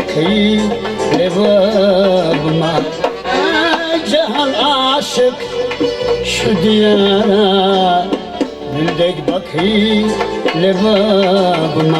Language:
Turkmen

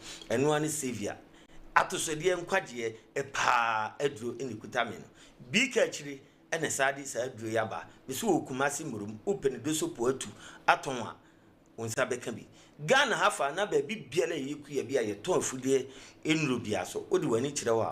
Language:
Akan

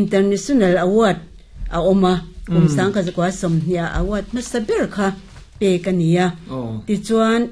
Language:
Mizo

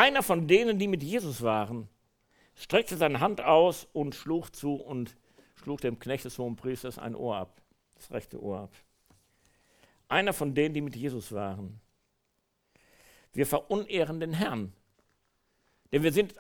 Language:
German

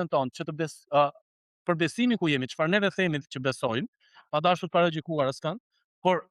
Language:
Albanian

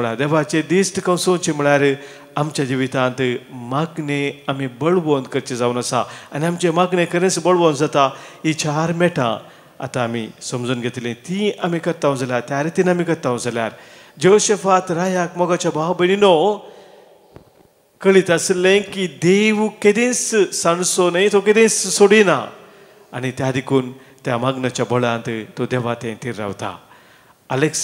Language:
Konkani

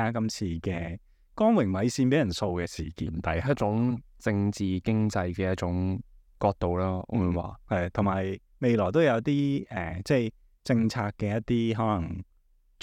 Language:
Cantonese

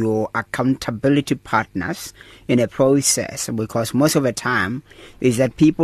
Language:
English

